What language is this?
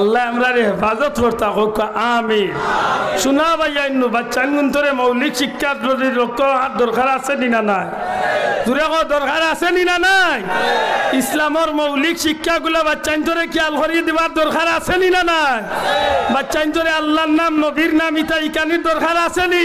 Sylheti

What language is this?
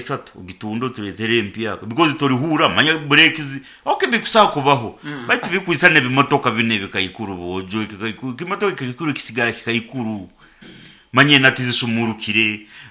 Nyankole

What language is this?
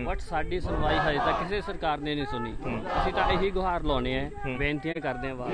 Punjabi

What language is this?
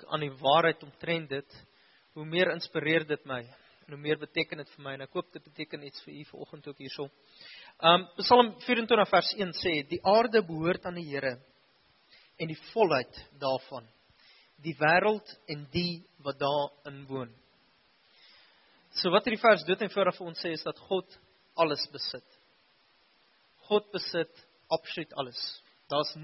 Afrikaans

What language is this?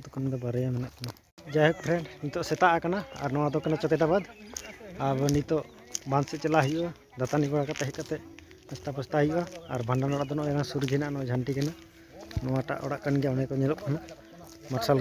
Santali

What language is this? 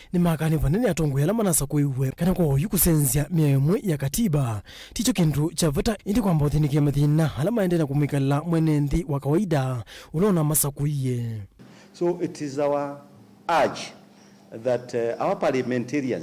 Kamba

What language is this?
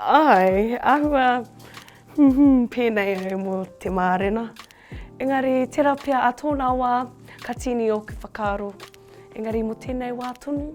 Māori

